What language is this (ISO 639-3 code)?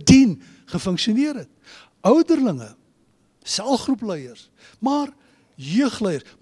afr